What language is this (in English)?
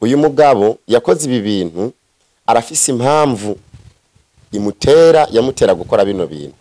Rundi